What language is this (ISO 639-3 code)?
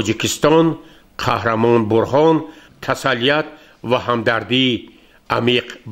tgk